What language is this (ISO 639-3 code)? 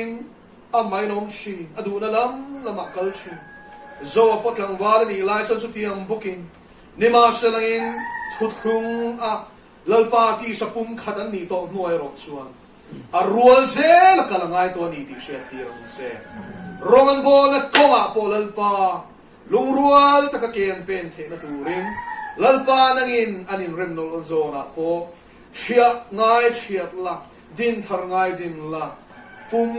lus